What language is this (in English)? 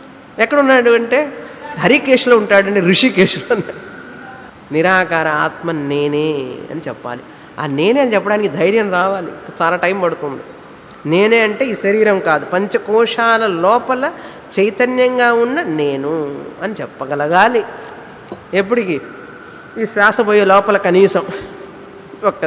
Telugu